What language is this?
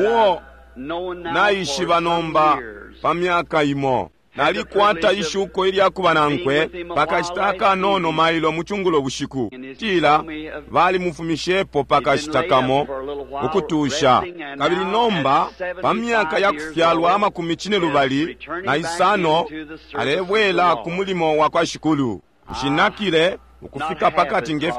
Bemba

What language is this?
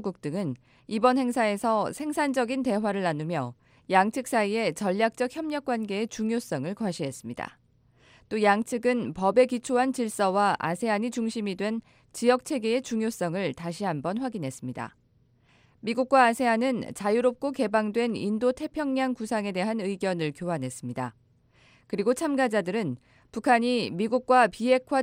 Korean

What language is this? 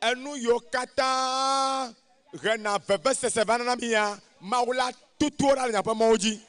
Ewe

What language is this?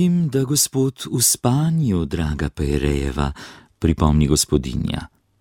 Slovenian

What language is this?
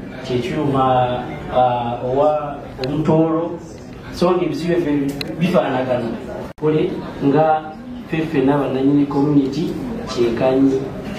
Soga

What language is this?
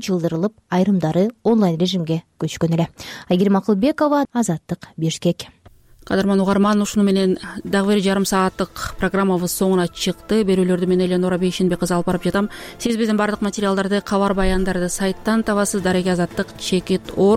Kyrgyz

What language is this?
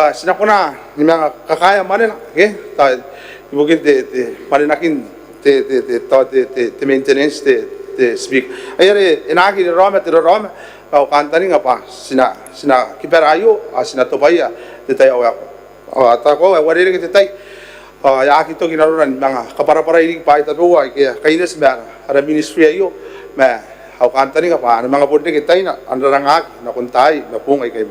Gilbertese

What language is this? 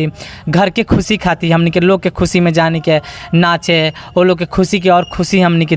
Bhojpuri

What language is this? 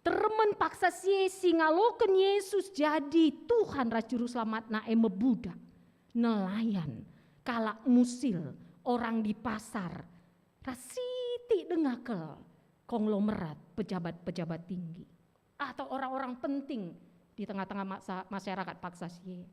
Batak Karo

